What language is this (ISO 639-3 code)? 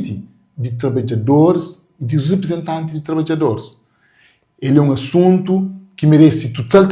kea